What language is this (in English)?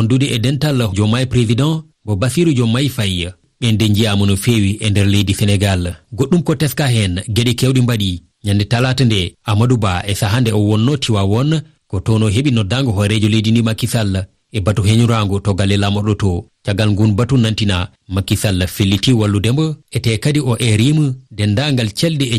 Fula